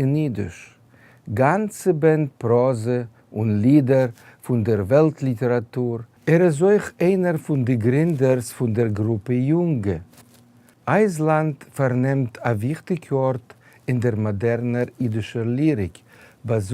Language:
Yiddish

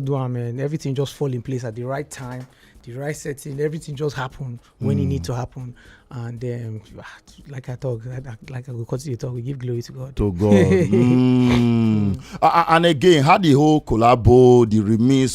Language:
Nigerian Pidgin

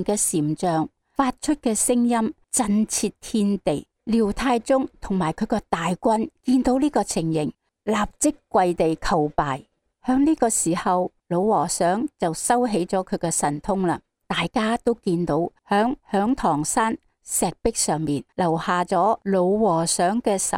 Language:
Cantonese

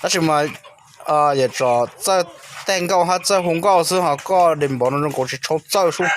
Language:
Hmong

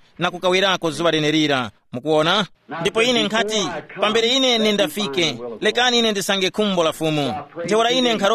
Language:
Tumbuka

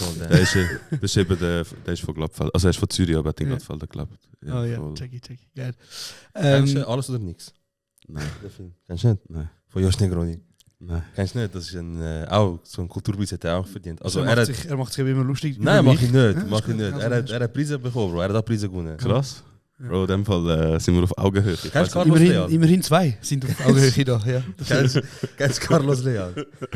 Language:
Swiss German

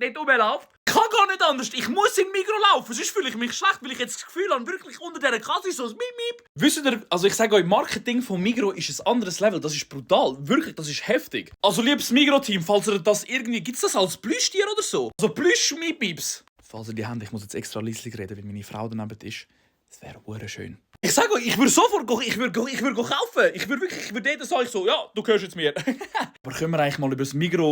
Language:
Swiss German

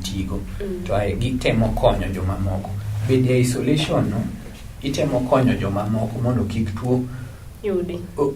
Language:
Luo (Kenya and Tanzania)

